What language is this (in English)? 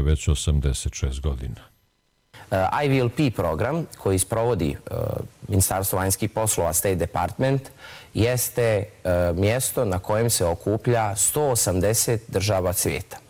Bosnian